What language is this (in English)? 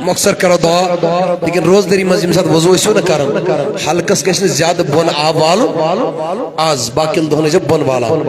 Kashmiri